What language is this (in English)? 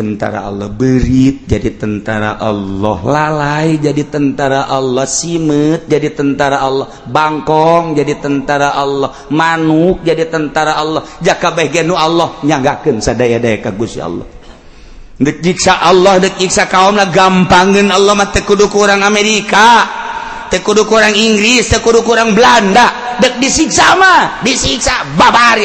Sundanese